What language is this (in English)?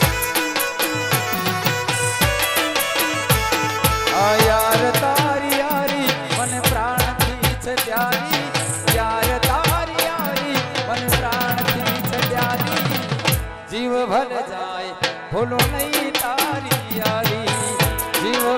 Gujarati